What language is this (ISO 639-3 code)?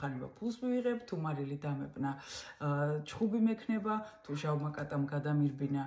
kat